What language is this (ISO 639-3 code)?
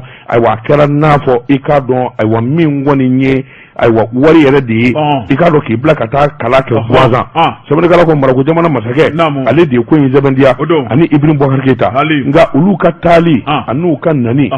bam